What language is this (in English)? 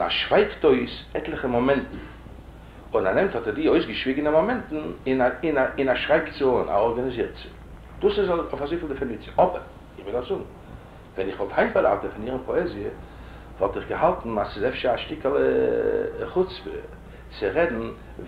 Yiddish